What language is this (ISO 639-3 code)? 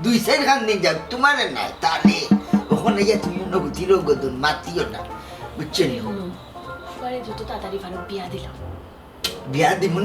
syl